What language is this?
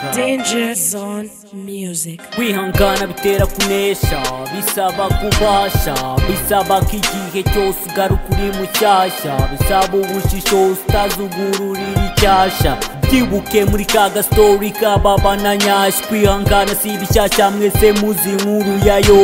Kinyarwanda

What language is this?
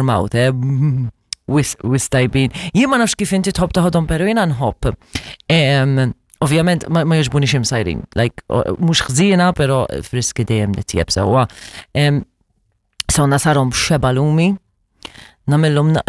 Maltese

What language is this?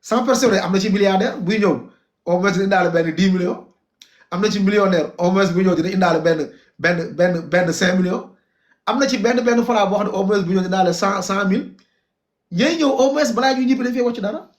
Wolof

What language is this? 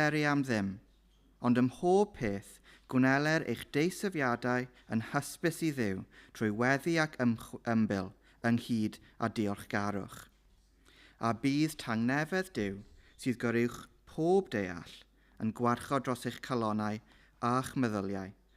Welsh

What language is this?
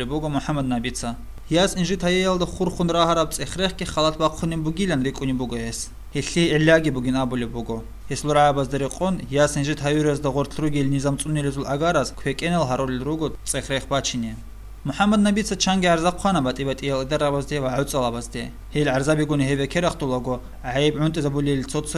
Avaric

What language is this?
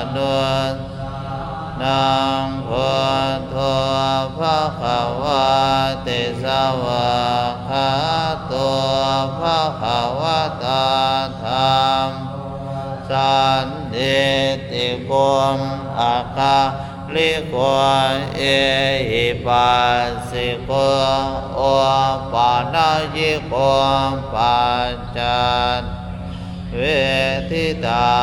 Pali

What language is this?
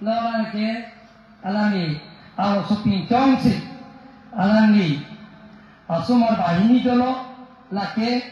Karbi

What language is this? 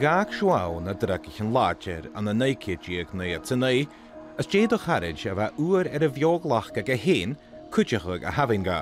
Scottish Gaelic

